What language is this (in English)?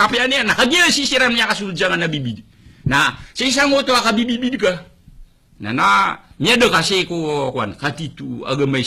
Maranao